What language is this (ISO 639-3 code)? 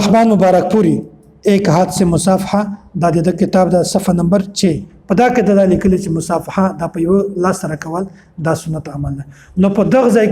pus